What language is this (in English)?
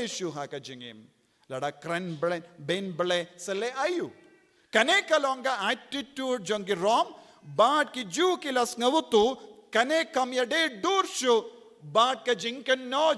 Khasi